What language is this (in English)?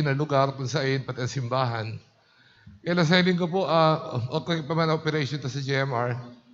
Bikol